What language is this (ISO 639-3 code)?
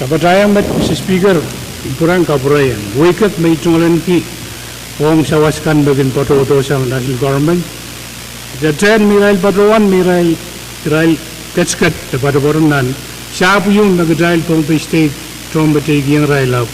pon